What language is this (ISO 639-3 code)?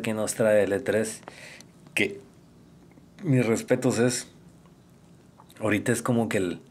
spa